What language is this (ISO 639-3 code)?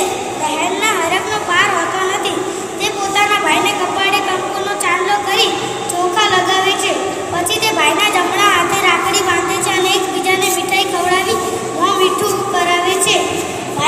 guj